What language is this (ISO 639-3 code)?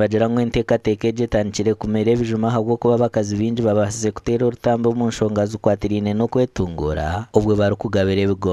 nyn